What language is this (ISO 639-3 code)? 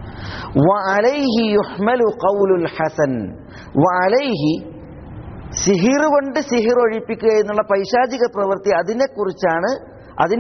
mal